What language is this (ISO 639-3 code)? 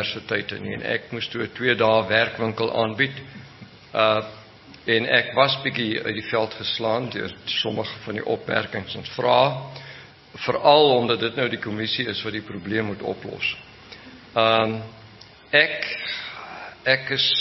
afr